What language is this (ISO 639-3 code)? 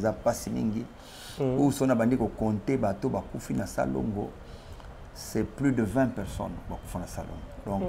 lin